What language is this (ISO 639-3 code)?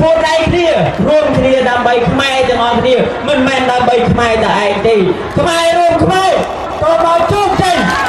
khm